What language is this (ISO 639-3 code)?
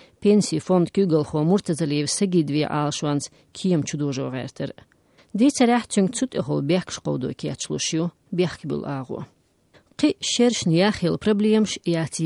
che